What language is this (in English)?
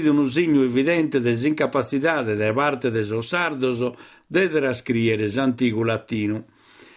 Sardinian